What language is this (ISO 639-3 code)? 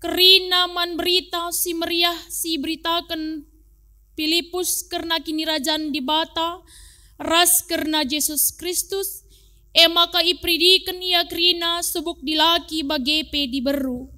btx